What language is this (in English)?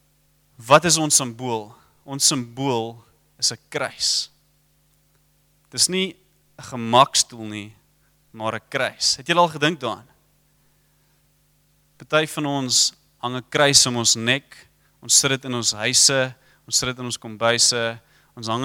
Afrikaans